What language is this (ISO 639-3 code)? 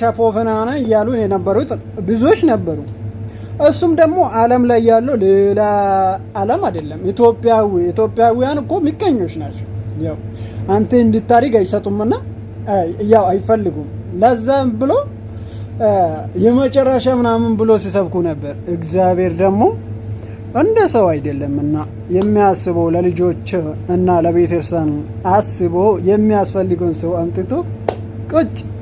amh